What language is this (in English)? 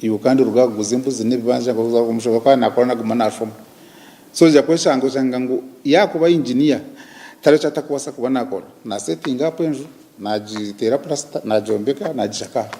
Nyankole